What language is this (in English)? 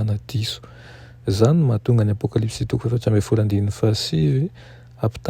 Malagasy